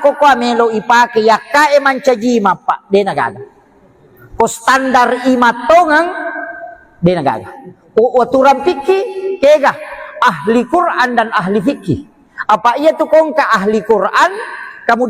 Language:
Buginese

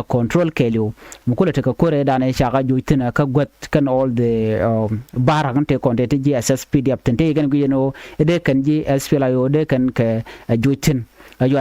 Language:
Nuer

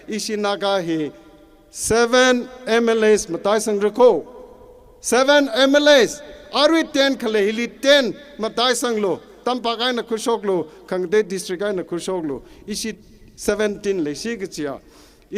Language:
Tangkhul Naga (India)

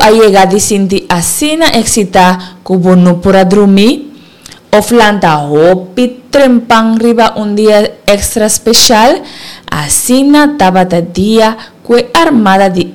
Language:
Papiamento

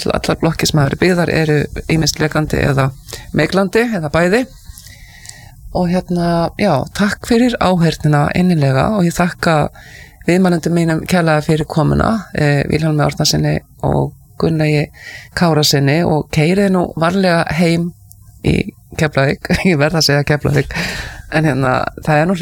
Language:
Icelandic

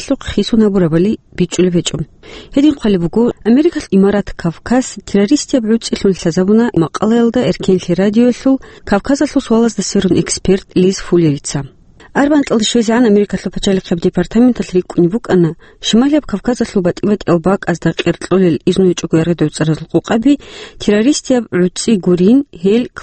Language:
Avaric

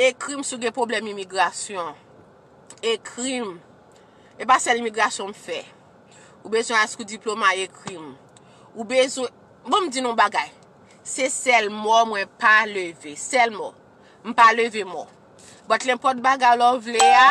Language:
Haitian Creole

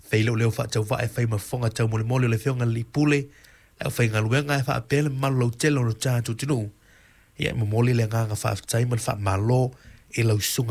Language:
Samoan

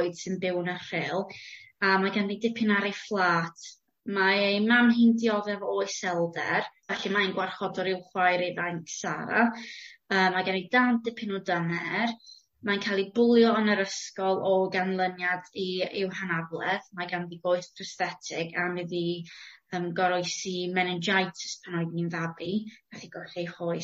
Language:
Welsh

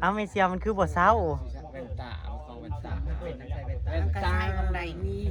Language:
Northeastern Thai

